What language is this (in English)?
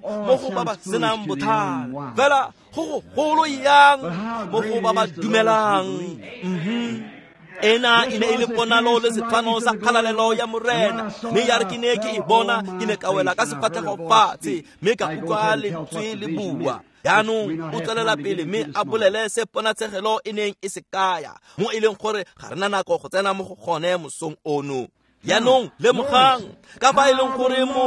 Tswana